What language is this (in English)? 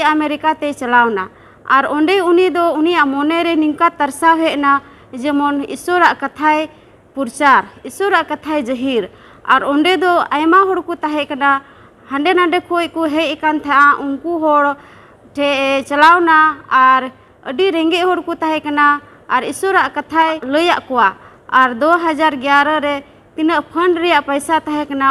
Santali